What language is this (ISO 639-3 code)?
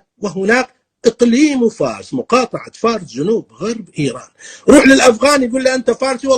apc